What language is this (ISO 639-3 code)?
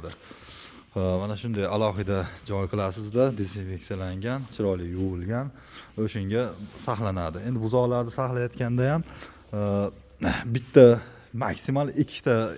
uzb